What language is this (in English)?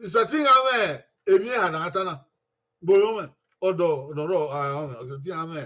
Bini